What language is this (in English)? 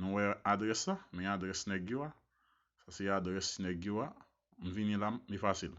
Haitian Creole